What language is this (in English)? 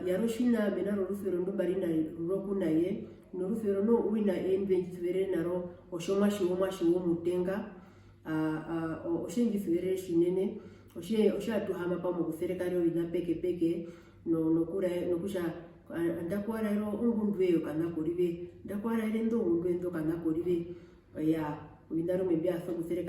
Herero